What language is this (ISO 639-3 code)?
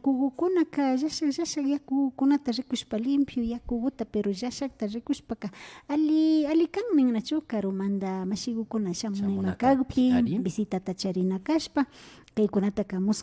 qvi